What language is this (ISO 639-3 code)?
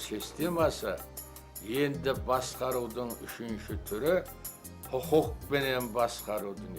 kaa